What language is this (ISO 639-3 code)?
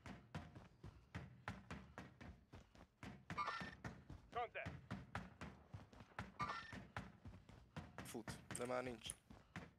hun